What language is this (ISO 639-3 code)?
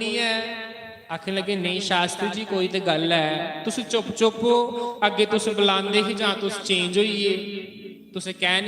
doi